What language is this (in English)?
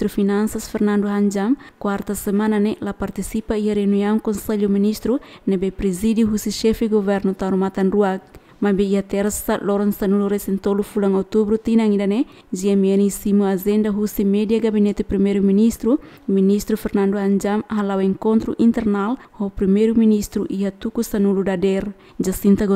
Tetum